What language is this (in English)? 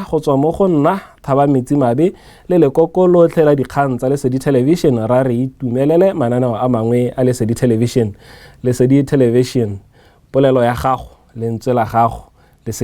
Tswana